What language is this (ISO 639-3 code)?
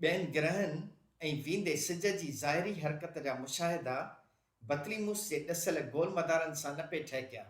snd